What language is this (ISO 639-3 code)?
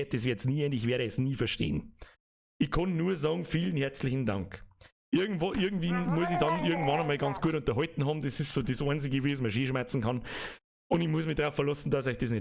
bar